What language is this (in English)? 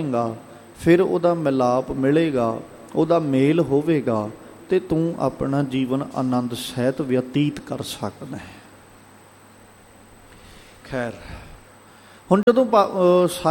Punjabi